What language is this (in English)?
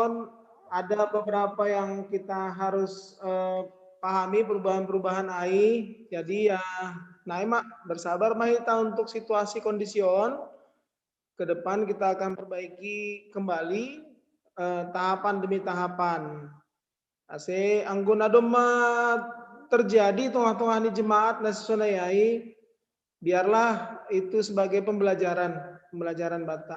Batak Simalungun